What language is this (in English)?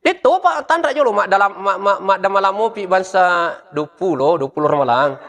Buginese